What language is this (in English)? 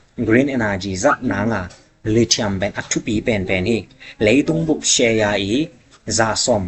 Tedim Chin